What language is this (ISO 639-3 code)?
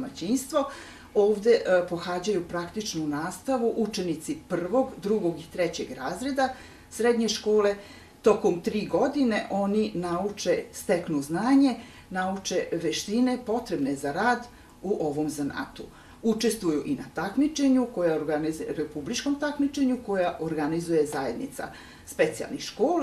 srp